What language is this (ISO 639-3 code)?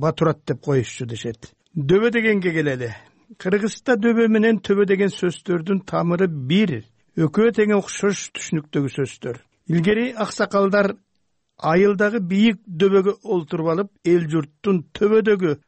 kir